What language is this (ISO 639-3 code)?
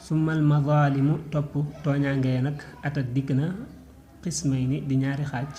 wol